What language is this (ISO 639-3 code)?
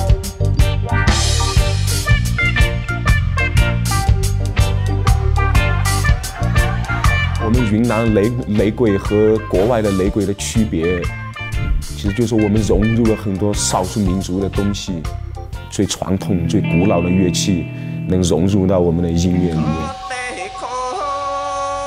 zho